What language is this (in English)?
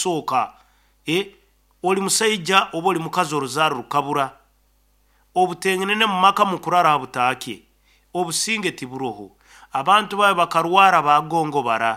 Nyoro